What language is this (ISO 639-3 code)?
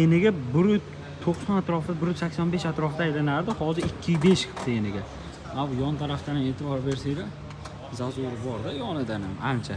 uzb